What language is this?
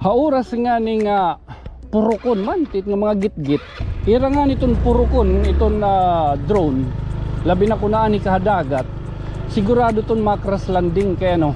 Waray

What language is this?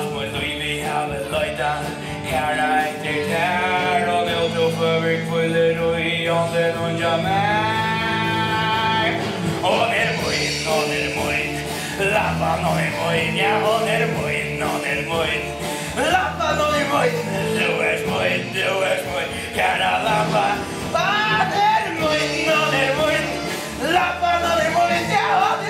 Faroese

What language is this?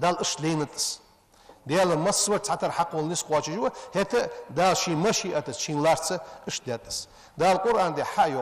Ingush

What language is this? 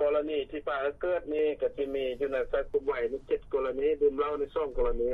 Lao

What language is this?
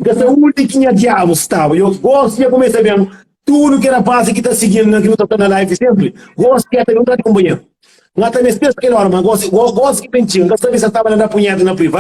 Kabuverdianu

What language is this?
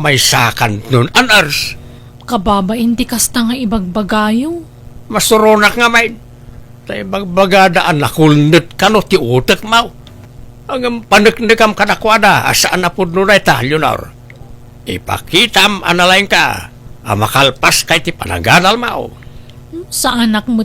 Iloko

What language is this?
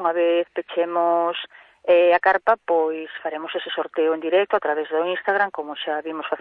Galician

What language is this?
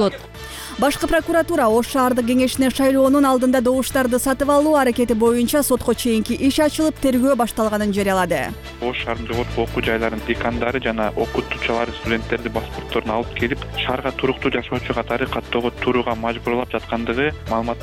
Kyrgyz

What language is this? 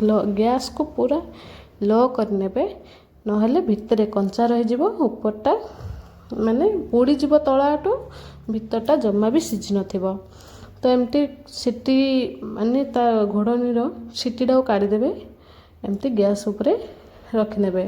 Odia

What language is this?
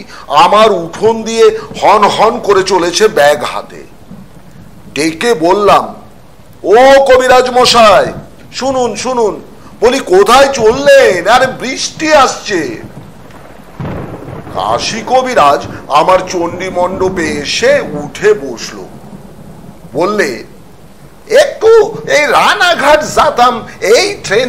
Bangla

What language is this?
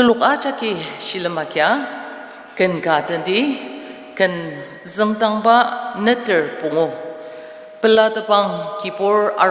Ao Naga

